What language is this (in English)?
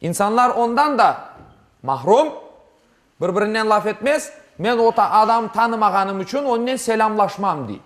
Crimean Tatar